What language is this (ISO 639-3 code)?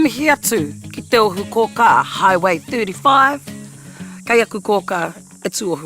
mri